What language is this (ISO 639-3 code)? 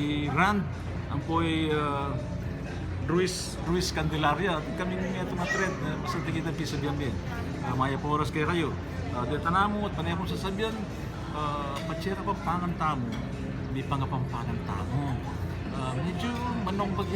pam